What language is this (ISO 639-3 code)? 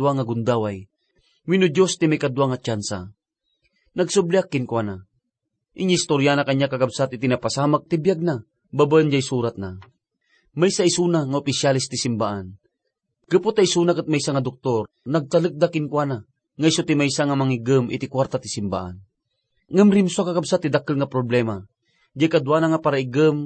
ilo